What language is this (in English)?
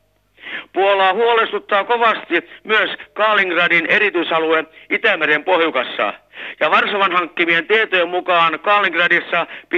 Finnish